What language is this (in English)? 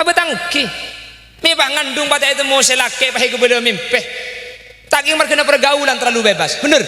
Madurese